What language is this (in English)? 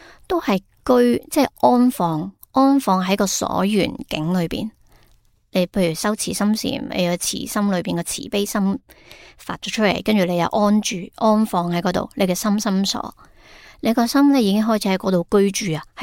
Cantonese